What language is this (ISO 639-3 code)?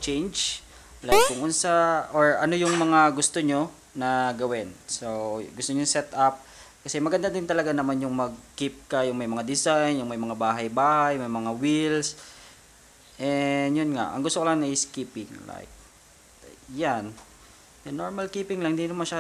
fil